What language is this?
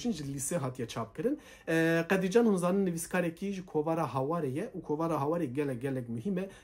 Kurdish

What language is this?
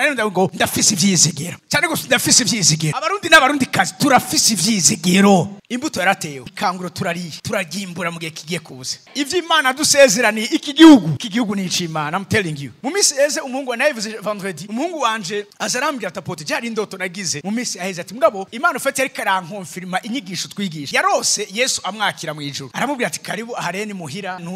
Rundi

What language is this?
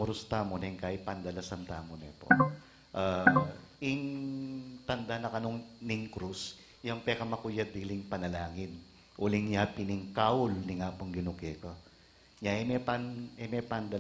Pampanga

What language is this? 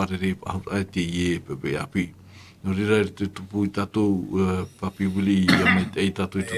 Tahitian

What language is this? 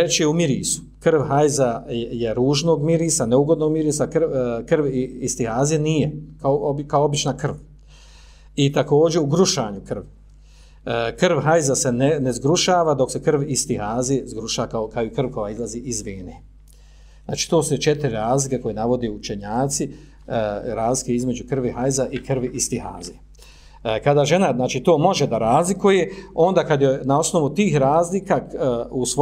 Bosnian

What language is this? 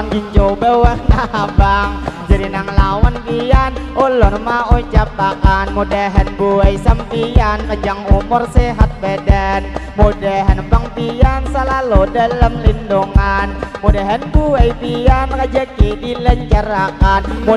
Banjar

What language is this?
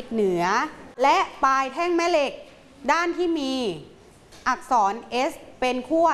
Thai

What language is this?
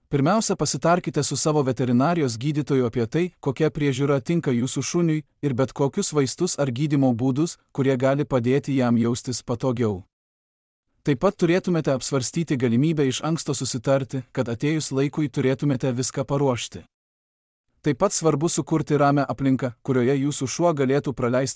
Lithuanian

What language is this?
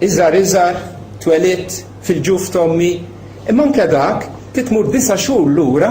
Maltese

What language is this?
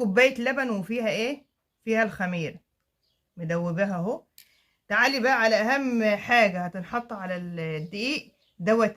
Egyptian Arabic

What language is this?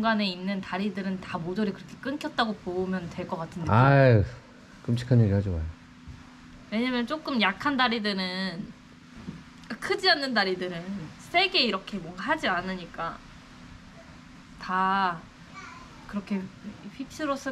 Korean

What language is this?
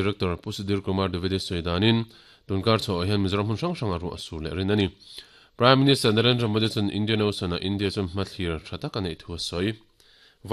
Mizo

